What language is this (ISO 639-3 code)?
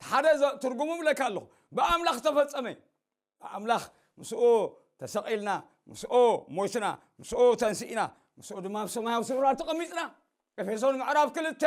tir